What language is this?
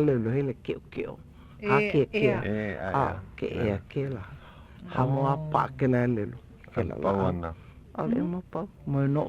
Hawaiian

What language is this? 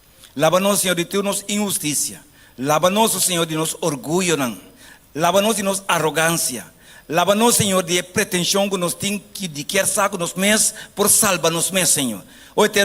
Papiamento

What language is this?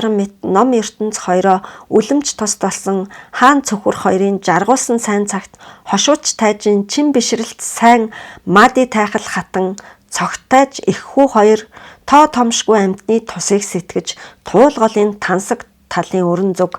Mongolian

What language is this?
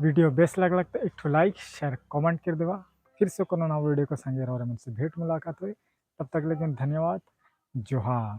Sadri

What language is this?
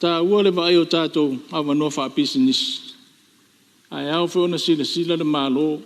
Samoan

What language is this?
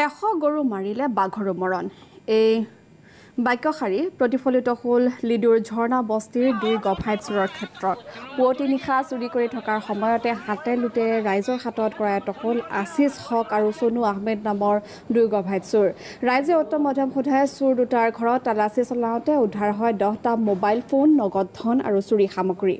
Assamese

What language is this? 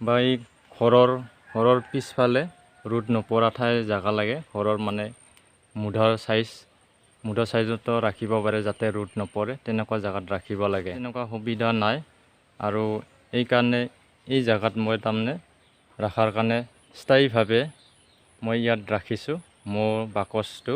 Assamese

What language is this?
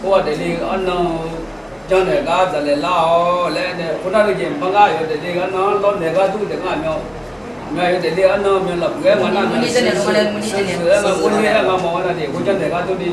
Akha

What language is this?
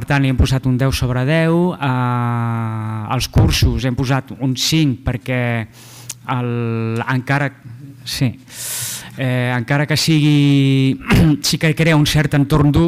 Catalan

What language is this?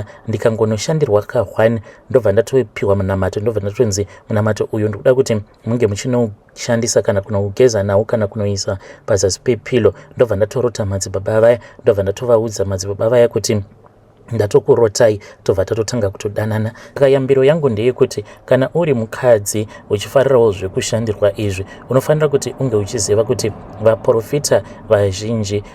Shona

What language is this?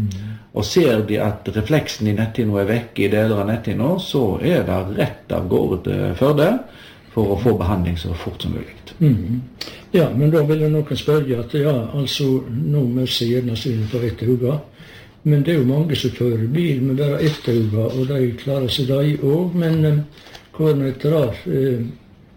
Norwegian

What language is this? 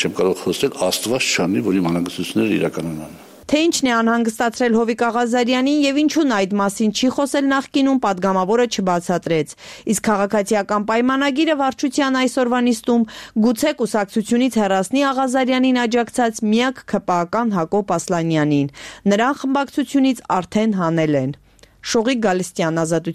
Armenian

